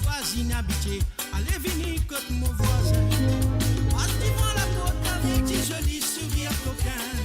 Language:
Morisyen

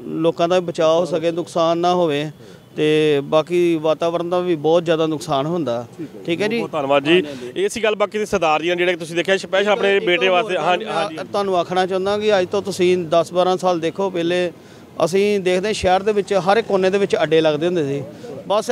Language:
Punjabi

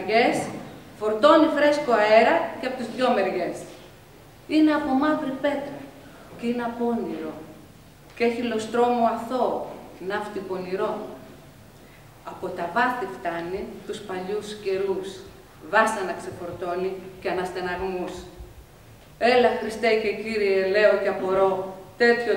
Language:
Greek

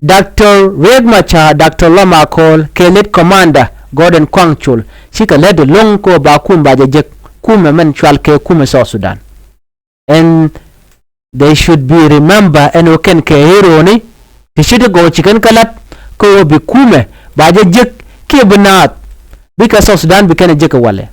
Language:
Nuer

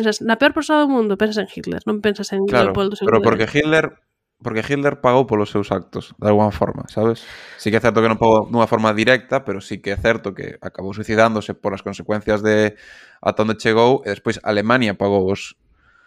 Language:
Galician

